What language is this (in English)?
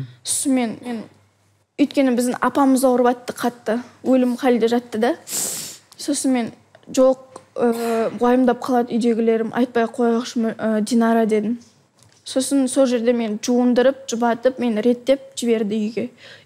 Kazakh